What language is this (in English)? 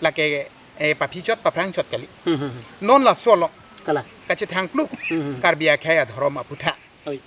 Karbi